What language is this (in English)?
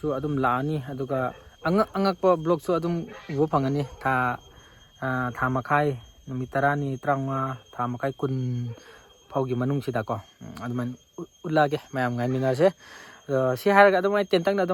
Manipuri